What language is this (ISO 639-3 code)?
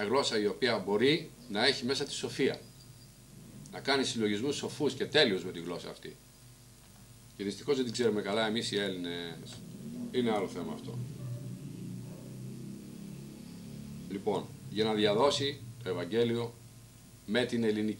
ell